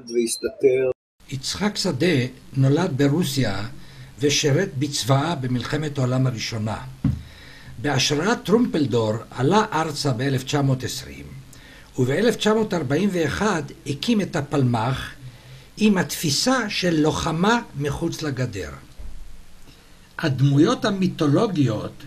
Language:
Hebrew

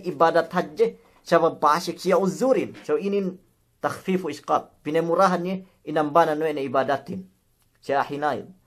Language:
Yakan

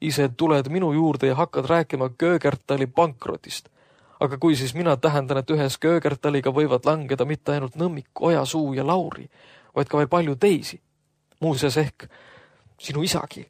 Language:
Estonian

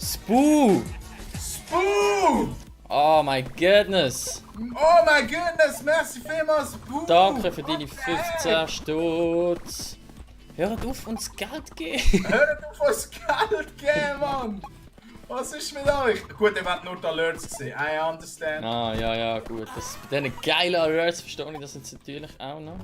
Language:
Swiss German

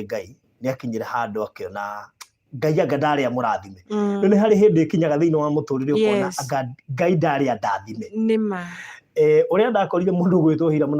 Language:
Kikuyu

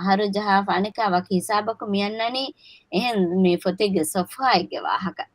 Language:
Divehi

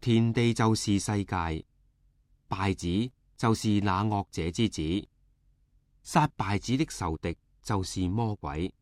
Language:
Cantonese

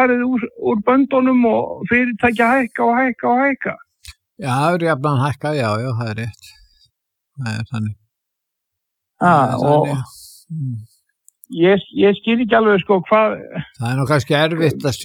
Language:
Icelandic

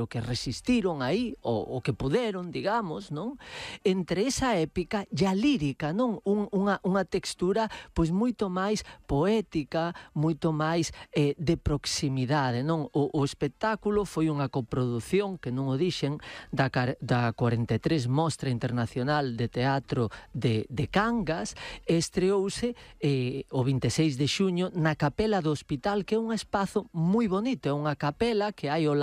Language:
Galician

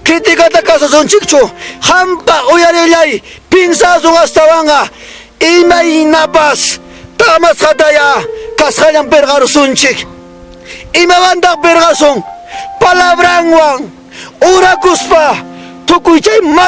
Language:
Ayacucho Quechua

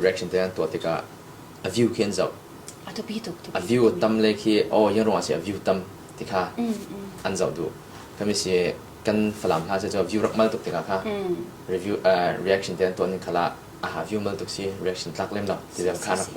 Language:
Falam Chin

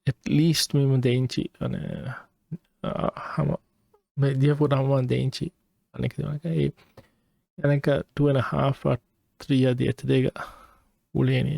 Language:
Divehi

